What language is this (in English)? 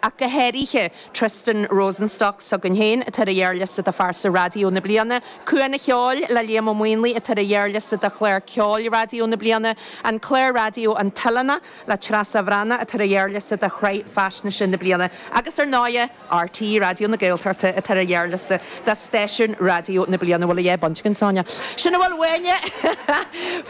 Irish